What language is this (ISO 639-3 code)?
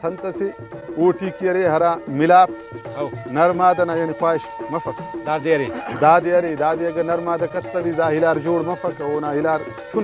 brh